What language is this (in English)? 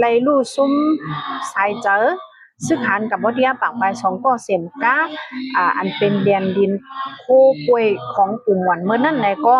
Shan